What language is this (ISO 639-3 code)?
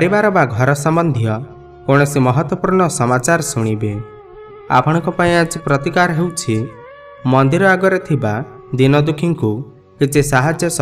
ori